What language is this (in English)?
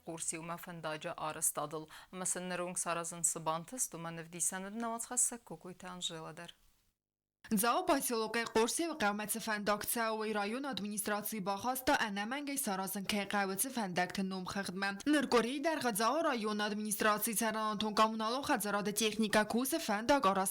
Ossetic